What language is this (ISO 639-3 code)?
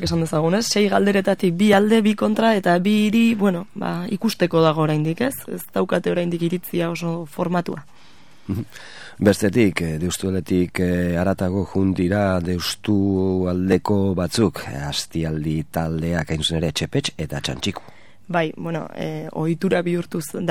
eus